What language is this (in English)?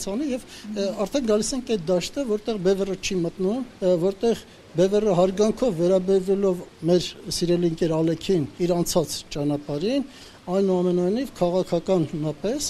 Armenian